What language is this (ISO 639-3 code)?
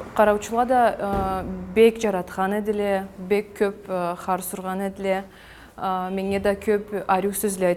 krc